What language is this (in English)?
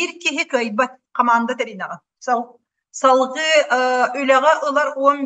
Yakut